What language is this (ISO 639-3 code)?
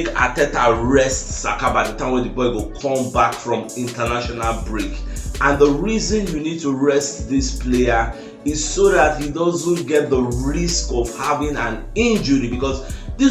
pcm